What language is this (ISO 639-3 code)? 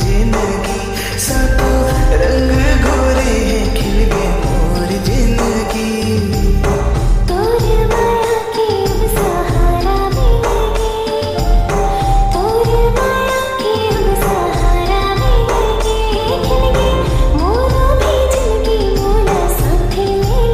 hne